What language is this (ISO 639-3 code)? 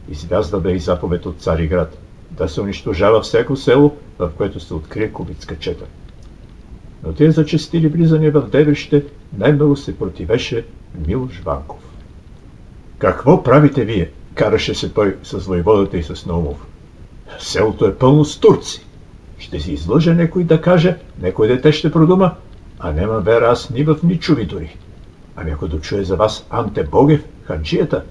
bul